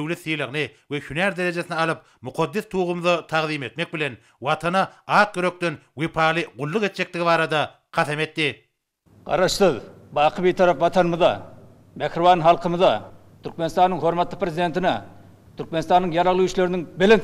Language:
Turkmen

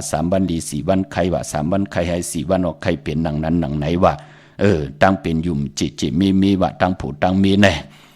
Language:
Shan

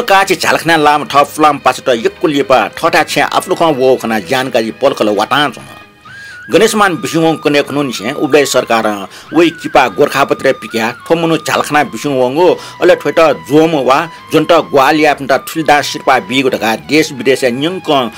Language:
Newari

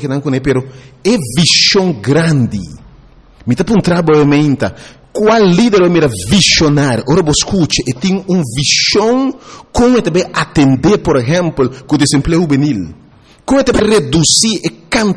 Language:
Papiamento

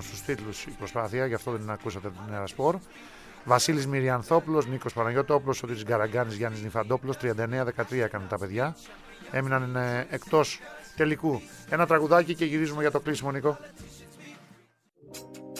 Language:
Greek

